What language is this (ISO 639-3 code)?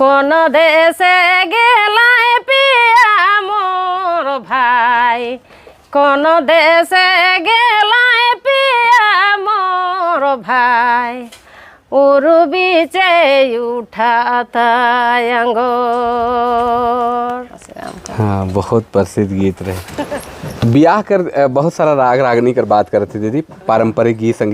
sck